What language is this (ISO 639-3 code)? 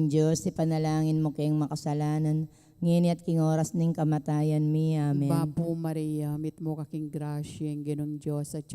pam